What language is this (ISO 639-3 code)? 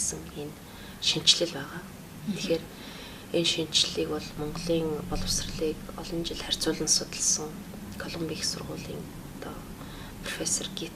mon